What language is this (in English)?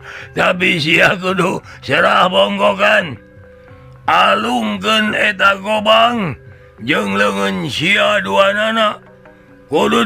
Sundanese